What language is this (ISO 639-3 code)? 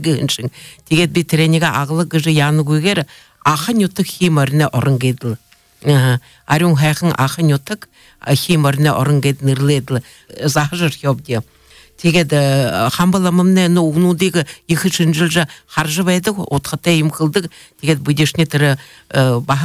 bua